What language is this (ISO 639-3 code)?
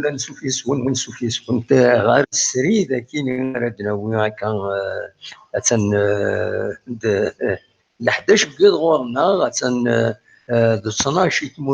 kab